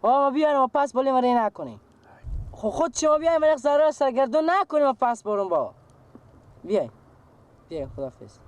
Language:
Persian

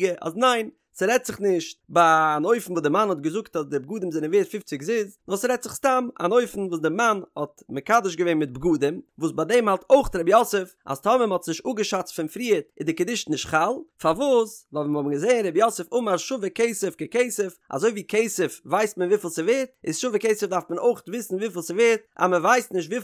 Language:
Yiddish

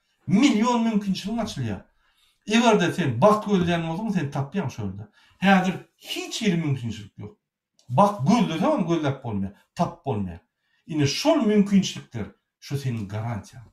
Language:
Turkmen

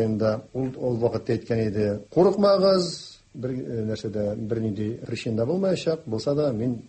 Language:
Tatar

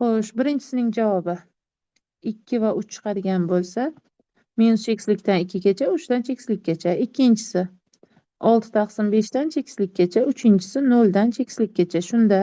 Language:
Uzbek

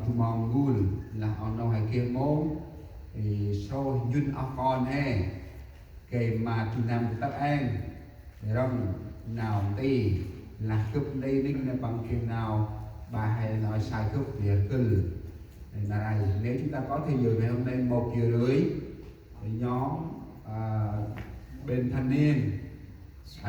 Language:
Central Mnong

